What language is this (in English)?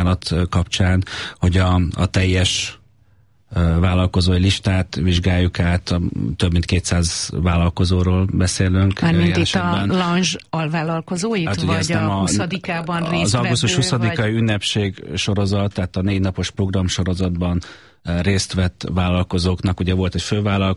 Hungarian